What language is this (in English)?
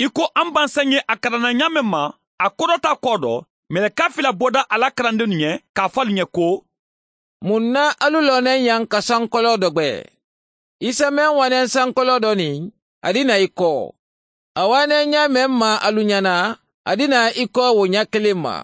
Mandingo